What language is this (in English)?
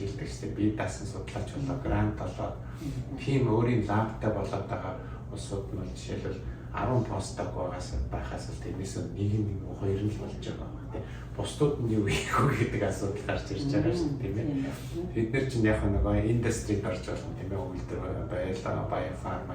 Mongolian